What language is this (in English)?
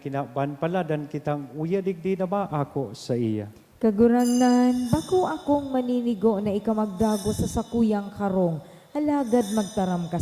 Bikol